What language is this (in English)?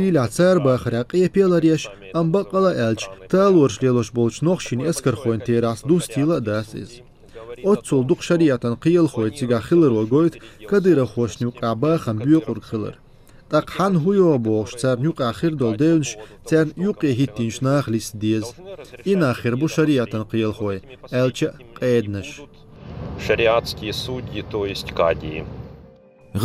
Chechen